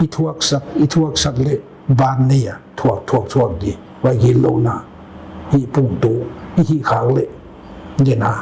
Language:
Paite Chin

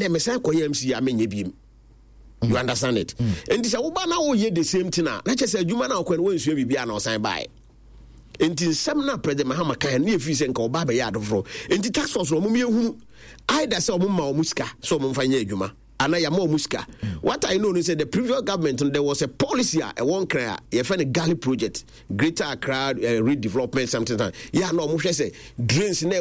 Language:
Akan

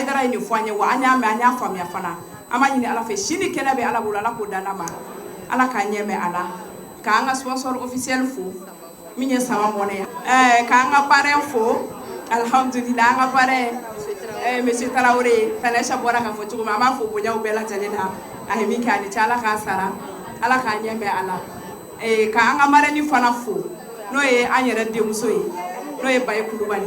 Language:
Bambara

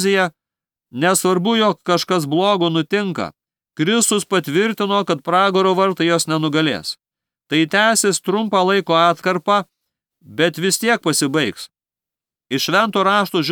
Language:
Lithuanian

